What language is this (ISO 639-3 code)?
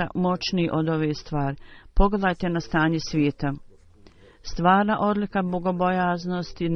bos